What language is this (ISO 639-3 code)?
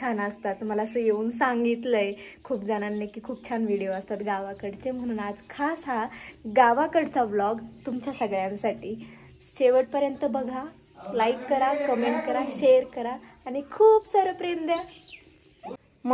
mar